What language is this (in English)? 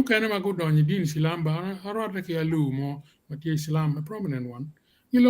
Acoli